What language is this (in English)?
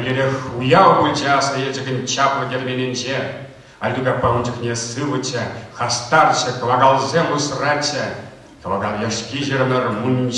Chuvash